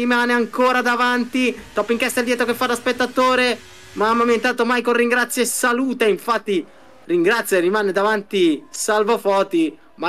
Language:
Italian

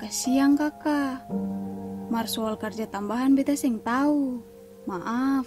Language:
Ambonese Malay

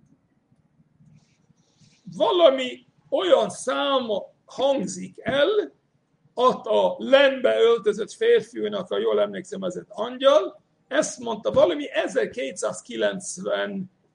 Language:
Hungarian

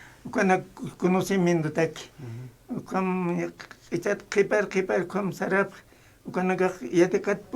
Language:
Aymara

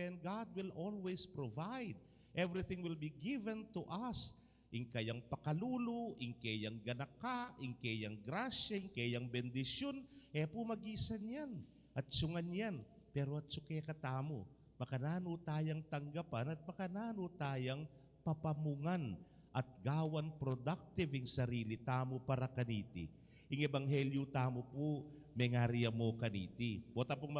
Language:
Pampanga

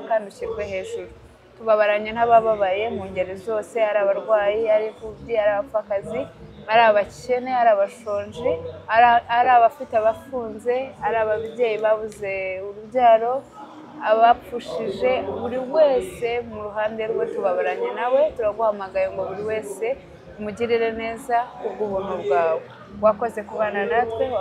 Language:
Kinyarwanda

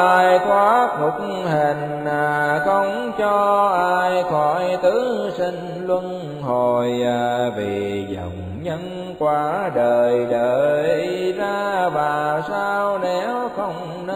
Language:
Vietnamese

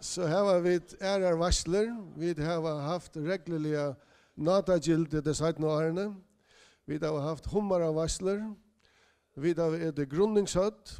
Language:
Faroese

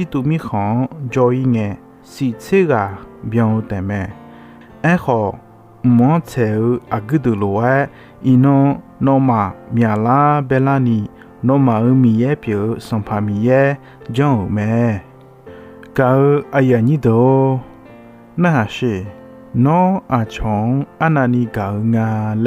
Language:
Akha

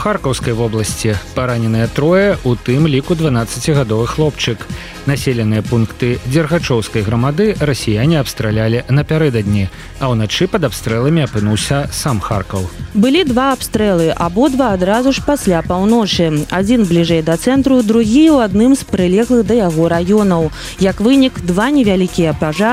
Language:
Belarusian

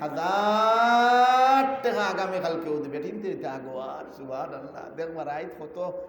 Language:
Sylheti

